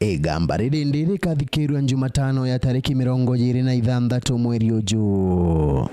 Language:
Meru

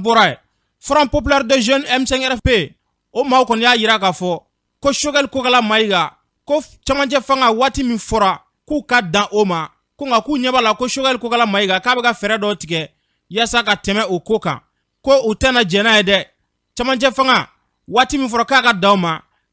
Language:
Bambara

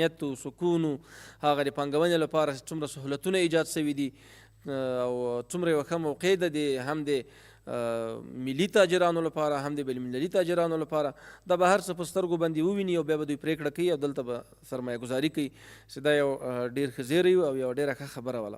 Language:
Pashto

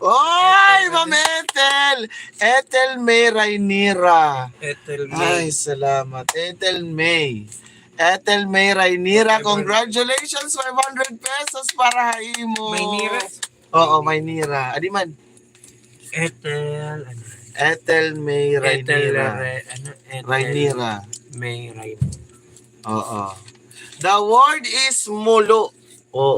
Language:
Waray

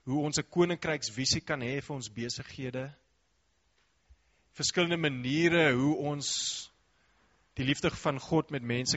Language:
Afrikaans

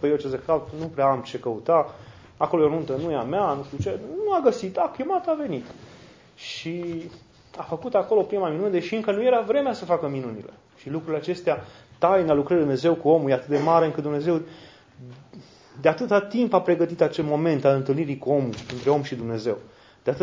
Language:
Romanian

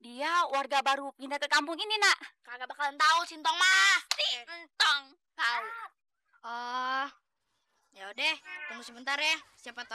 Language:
Betawi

